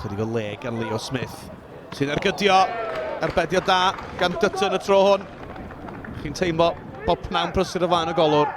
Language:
Welsh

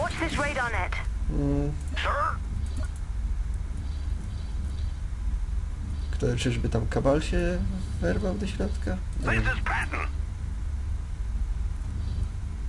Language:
Polish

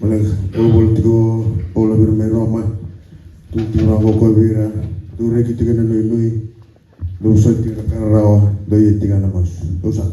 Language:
Fijian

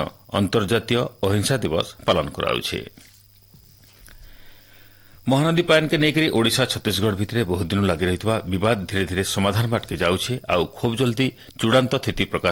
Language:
Odia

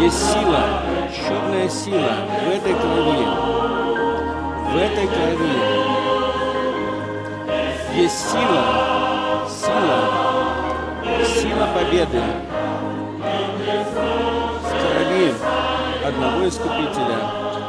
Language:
Russian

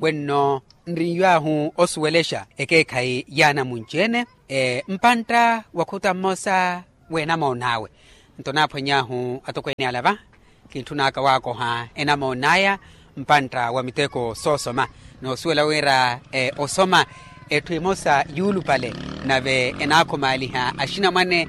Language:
Makhuwa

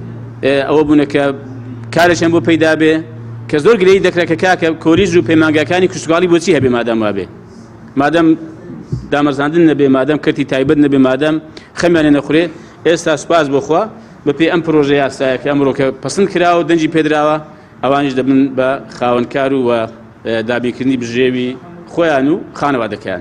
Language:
Central Kurdish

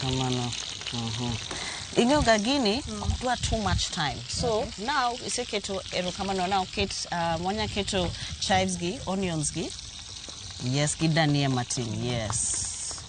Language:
Luo (Kenya and Tanzania)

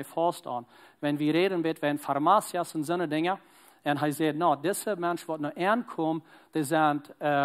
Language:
Plautdietsch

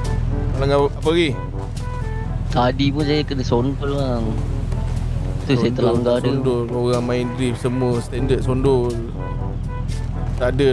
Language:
Malay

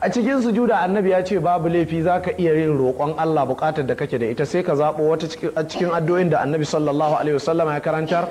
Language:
Hausa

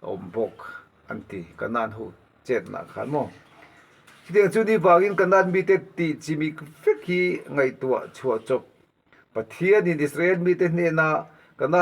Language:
Mizo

